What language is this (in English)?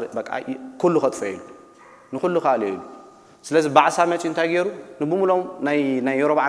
Tigrinya